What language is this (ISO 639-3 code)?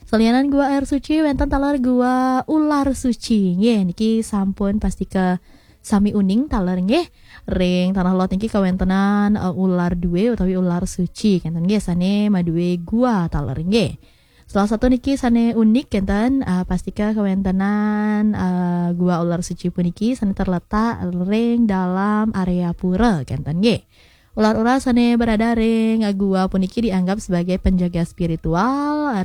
ban